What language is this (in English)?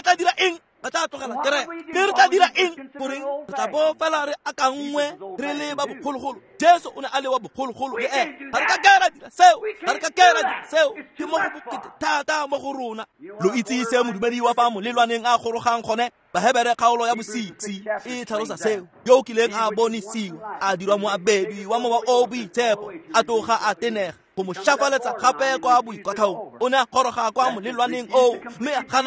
Tswana